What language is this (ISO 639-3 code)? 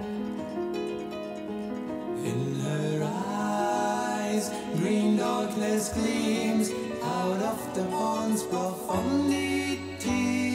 eng